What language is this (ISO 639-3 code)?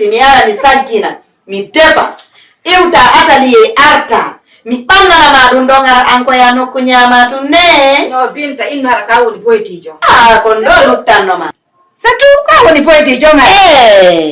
ful